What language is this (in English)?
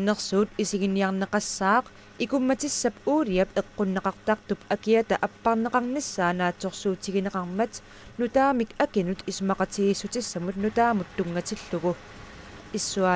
Kalaallisut